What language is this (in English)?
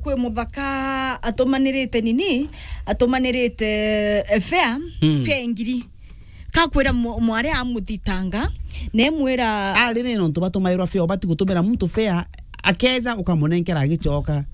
Meru